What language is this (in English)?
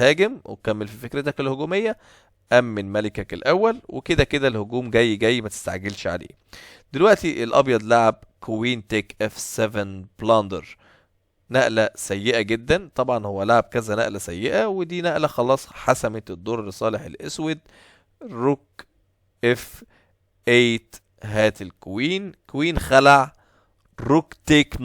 Egyptian Arabic